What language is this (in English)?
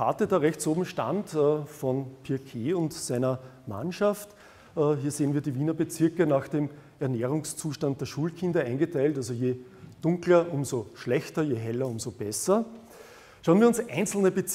German